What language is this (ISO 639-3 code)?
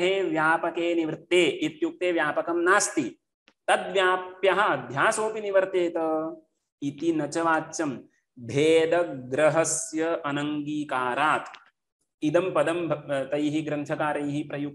san